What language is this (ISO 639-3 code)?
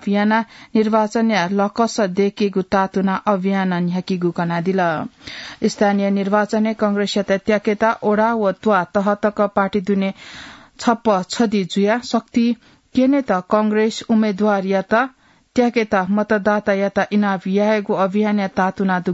new